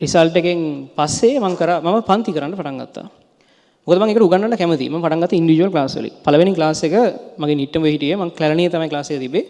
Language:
Sinhala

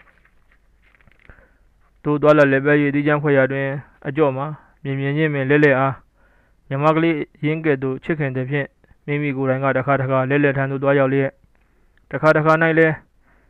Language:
Burmese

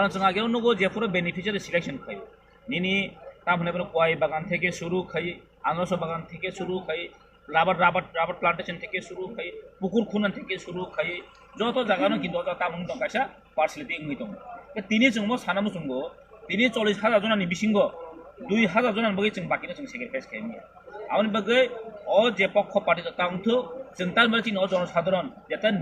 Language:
Kok Borok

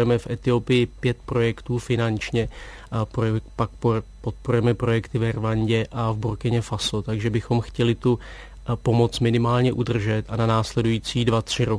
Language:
Czech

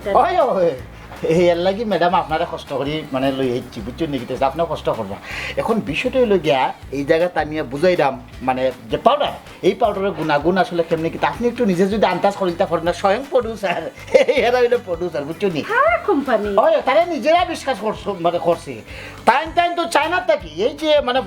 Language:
Sylheti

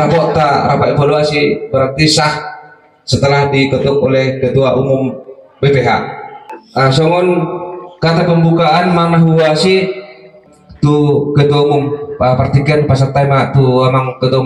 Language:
Batak Toba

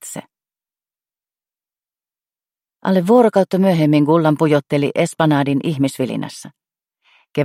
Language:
Finnish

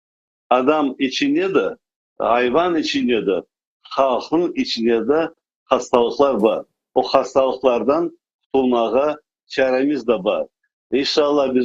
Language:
Crimean Tatar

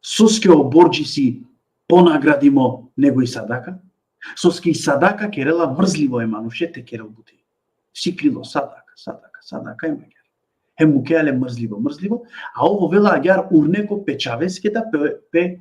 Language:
Balkan Romani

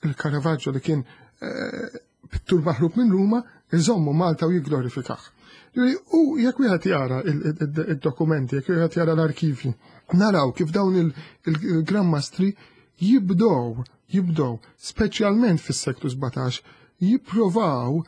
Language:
Maltese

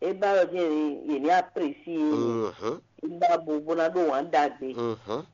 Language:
Fon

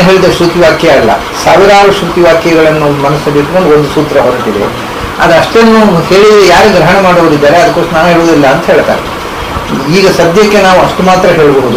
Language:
Kannada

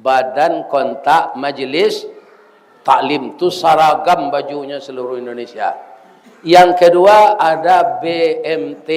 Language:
Minangkabau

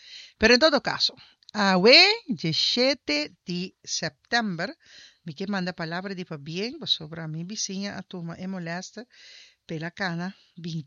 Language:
Papiamento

